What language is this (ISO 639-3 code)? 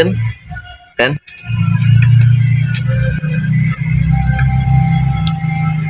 msa